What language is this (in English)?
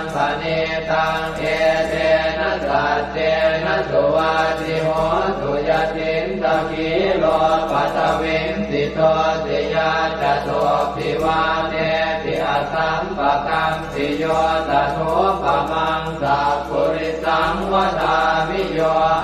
Pali